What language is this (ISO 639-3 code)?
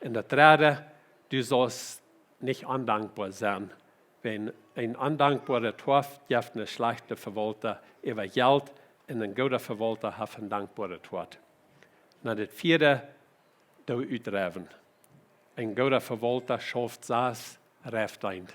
pdt